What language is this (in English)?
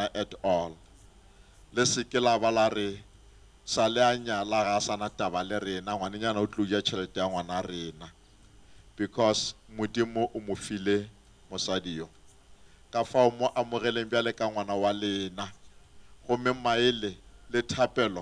Northern Sotho